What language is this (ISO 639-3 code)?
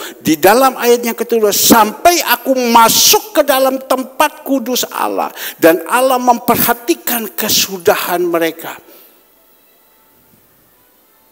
ind